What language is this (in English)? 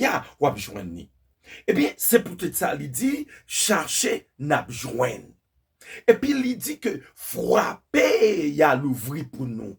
Haitian Creole